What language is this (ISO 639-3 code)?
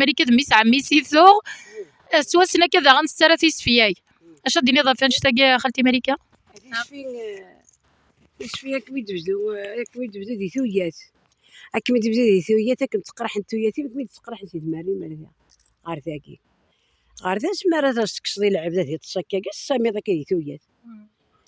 kab